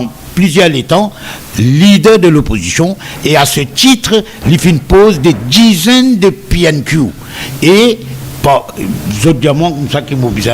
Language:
Morisyen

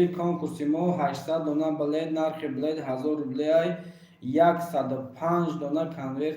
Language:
Tajik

